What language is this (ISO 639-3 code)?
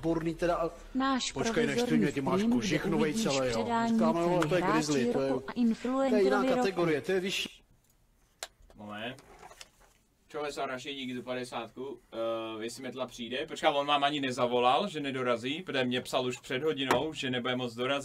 ces